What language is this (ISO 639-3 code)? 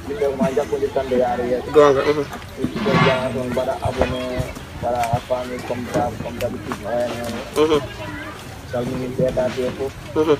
fuf